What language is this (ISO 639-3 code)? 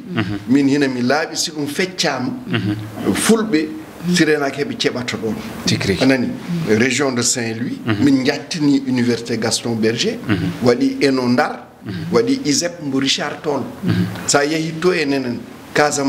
ful